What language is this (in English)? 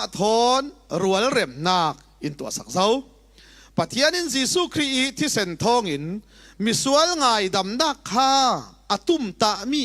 Falam Chin